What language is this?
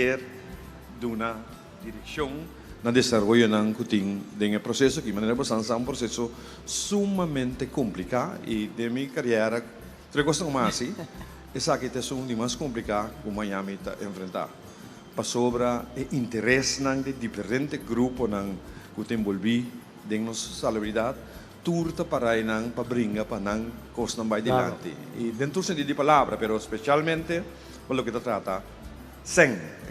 Papiamento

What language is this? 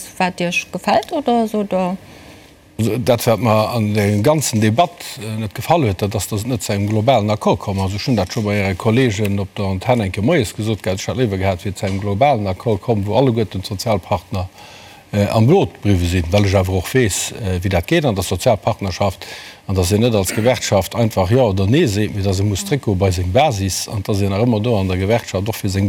Luxembourgish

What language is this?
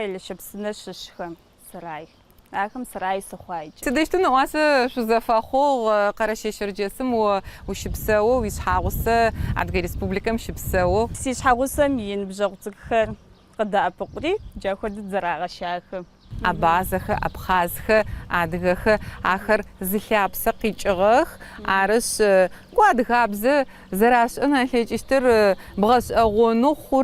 Adyghe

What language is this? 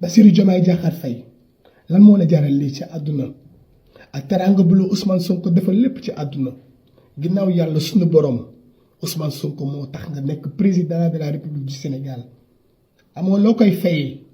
Wolof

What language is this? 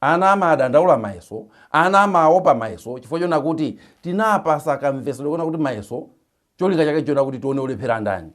Nyanja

